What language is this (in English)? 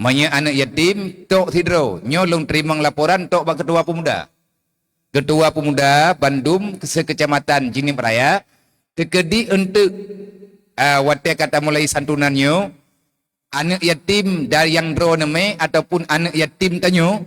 Achinese